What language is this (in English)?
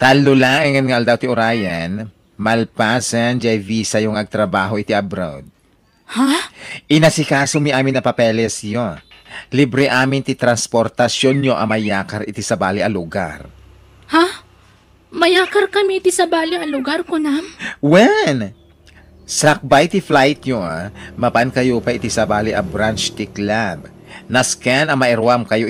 Iloko